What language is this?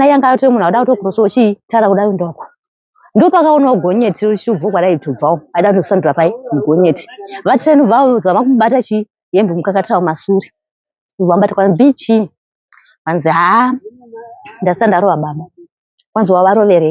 Shona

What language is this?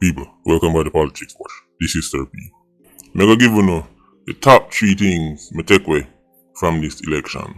Jamaican Creole English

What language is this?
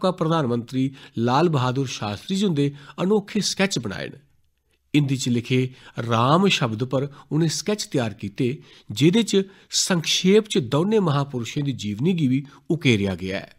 Dogri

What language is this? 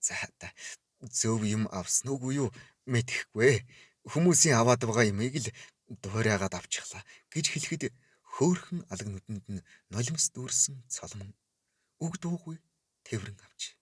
Mongolian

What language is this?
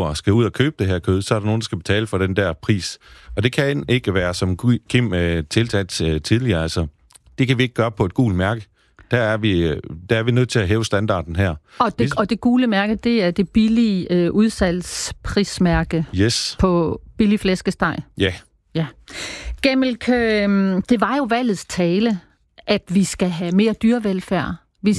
Danish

